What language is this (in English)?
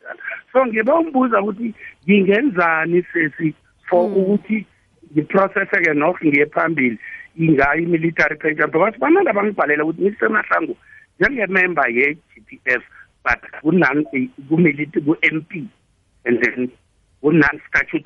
South Ndebele